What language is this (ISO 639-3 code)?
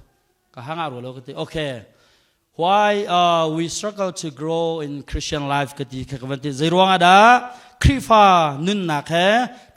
cnh